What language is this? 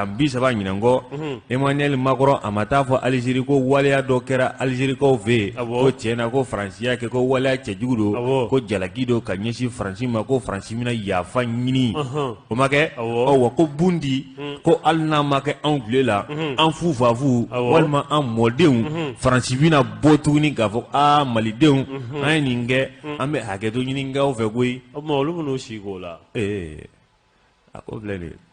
Bambara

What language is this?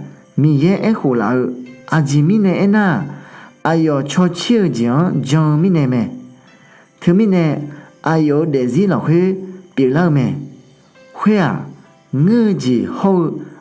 Akha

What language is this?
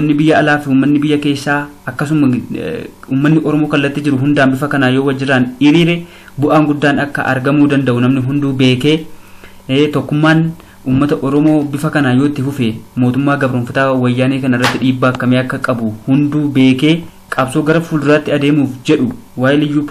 Oromo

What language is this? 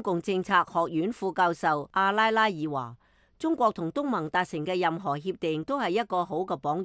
Cantonese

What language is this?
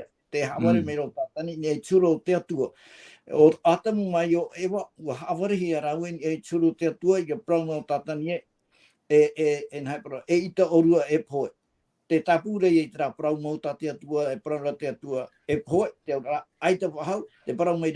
Tahitian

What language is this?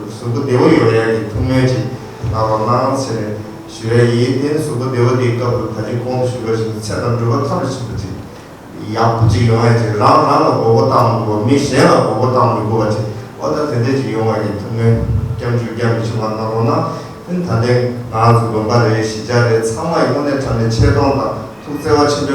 Tibetan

